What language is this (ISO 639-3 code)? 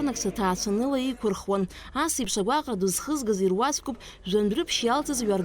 abk